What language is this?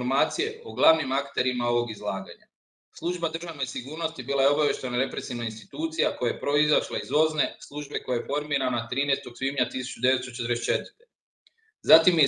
Croatian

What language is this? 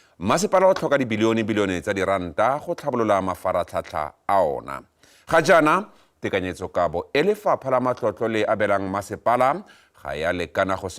Tswana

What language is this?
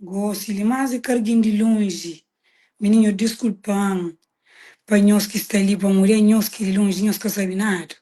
Kabuverdianu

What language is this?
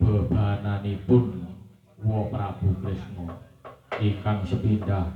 Javanese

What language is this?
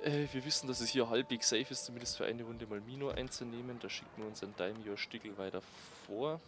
Bavarian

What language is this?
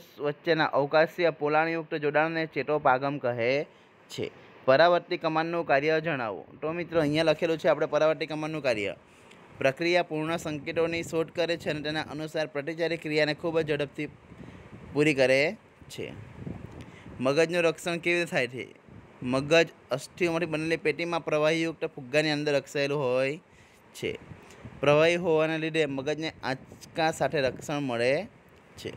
Gujarati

